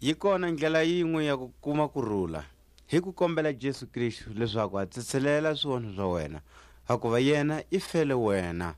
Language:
Tswa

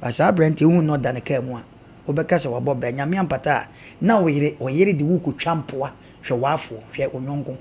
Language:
Akan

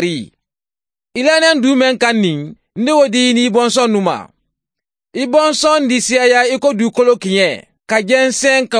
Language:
Mandingo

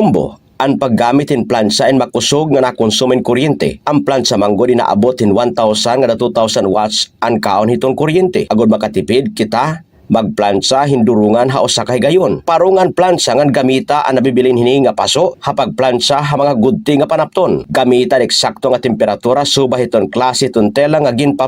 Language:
Waray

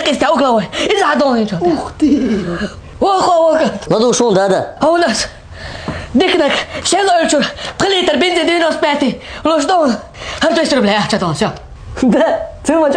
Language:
Chechen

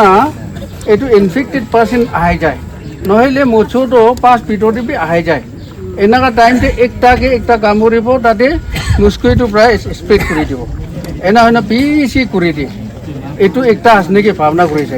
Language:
Naga Pidgin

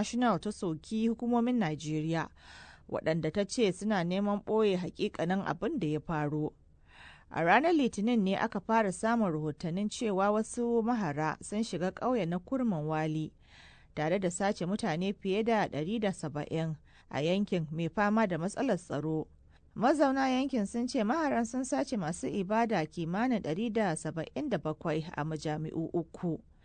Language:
Hausa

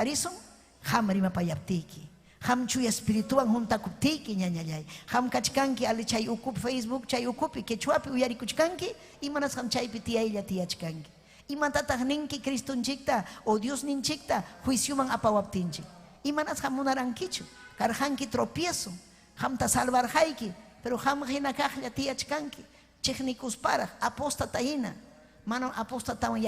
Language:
Ayacucho Quechua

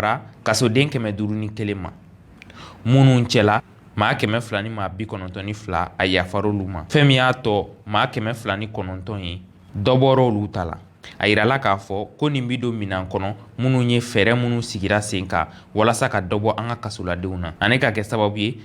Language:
Bambara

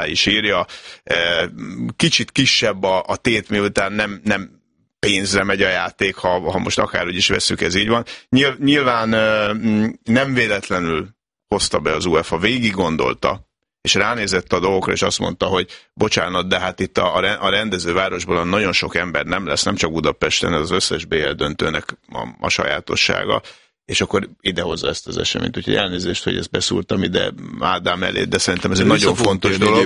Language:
Hungarian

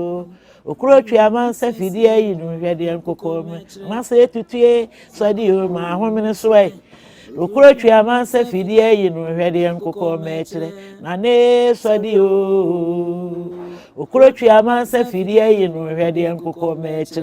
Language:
Akan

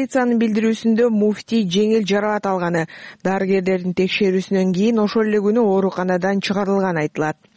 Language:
Kyrgyz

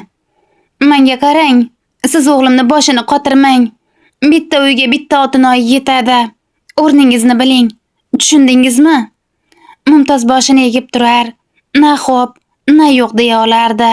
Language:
Uzbek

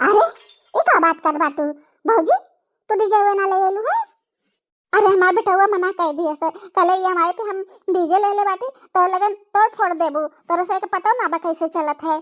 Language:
Bhojpuri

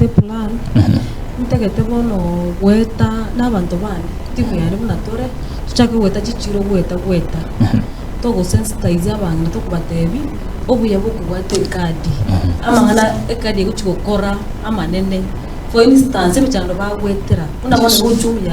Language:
Gusii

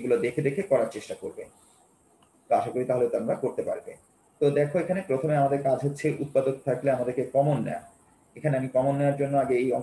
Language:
Bangla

